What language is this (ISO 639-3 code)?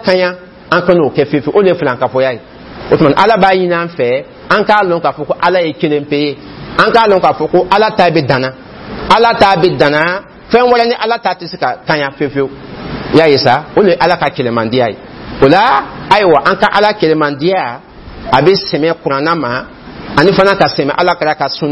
dyu